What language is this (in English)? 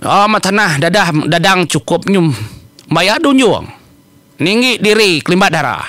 Iban